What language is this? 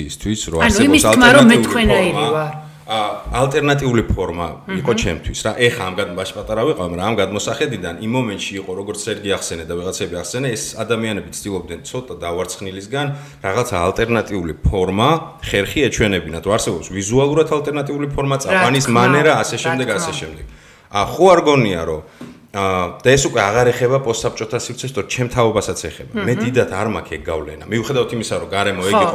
Georgian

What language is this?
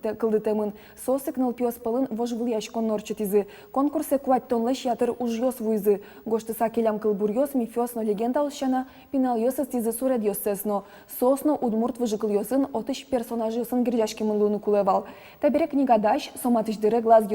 Udmurt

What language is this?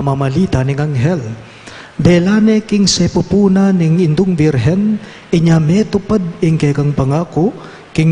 Pampanga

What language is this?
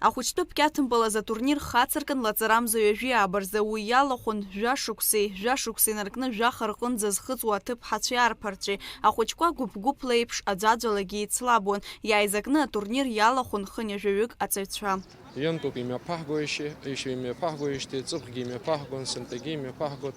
Abkhazian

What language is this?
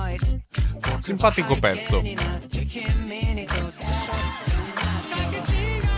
Italian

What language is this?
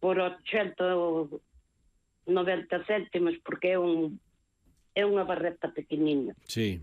Galician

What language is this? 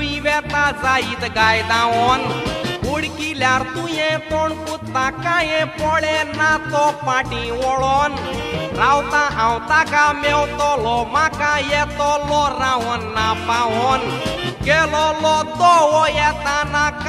Konkani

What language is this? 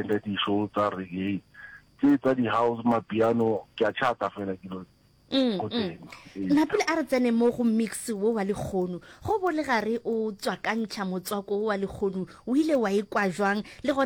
Northern Sotho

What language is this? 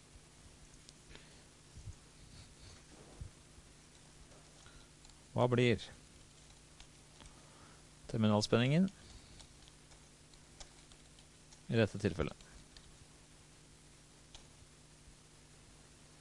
Norwegian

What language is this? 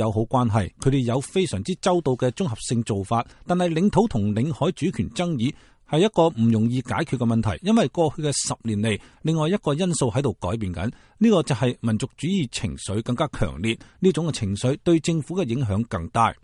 Cantonese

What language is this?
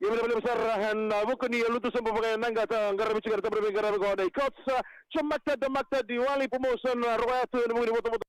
Fijian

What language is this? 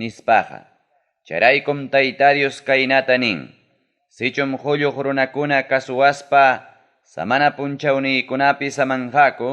Ayacucho Quechua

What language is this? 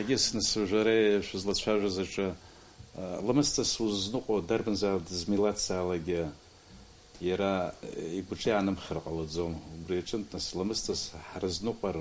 Abkhazian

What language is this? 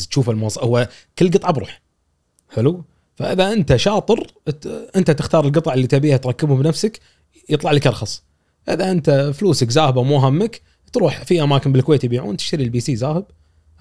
Gulf Arabic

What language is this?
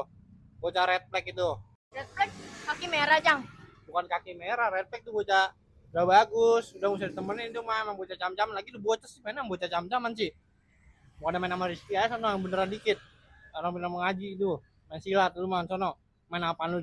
Betawi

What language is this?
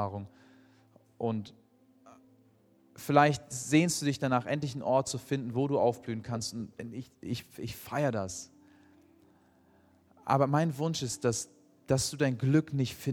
German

